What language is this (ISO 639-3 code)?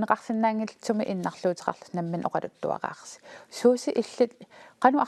kal